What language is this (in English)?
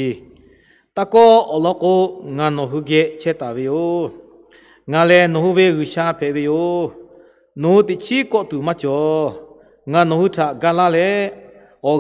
Lahu